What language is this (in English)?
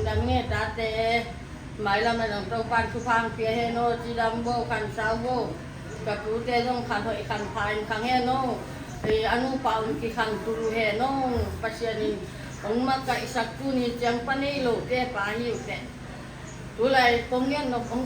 Tedim Chin